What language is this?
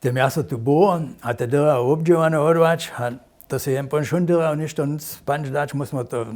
Upper Sorbian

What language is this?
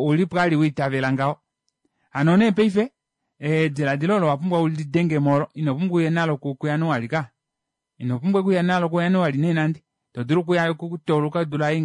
Kuanyama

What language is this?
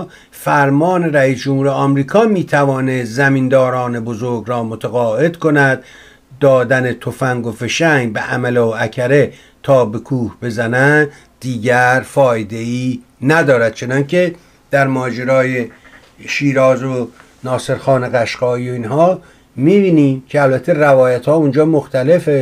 Persian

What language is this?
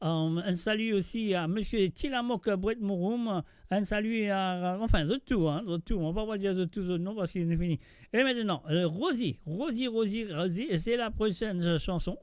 Morisyen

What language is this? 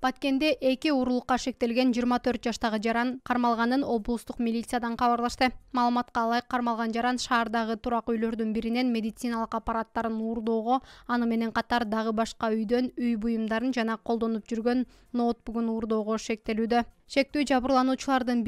Kyrgyz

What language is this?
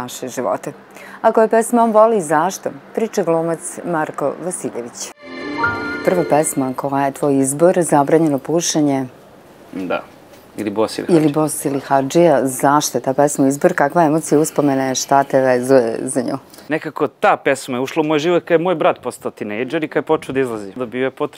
Serbian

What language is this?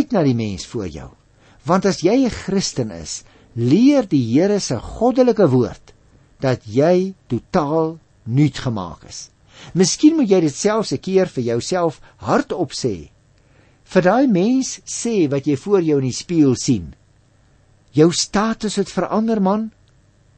Afrikaans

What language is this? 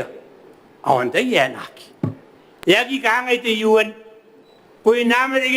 Gilbertese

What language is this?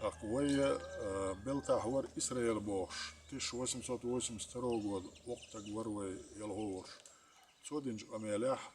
Chechen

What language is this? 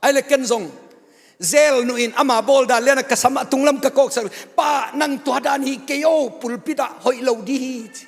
Tedim Chin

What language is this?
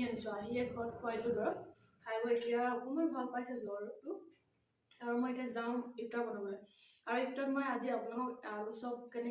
Assamese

